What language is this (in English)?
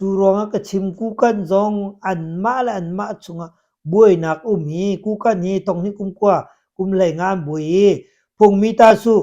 Hakha Chin